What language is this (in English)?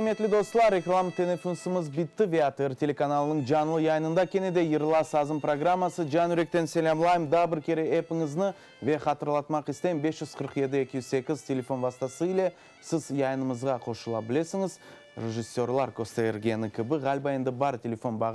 Crimean Tatar